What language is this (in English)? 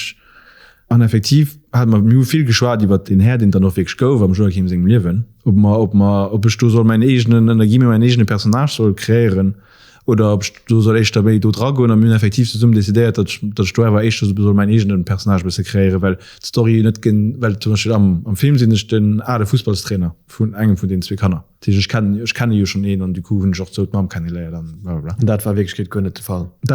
Luxembourgish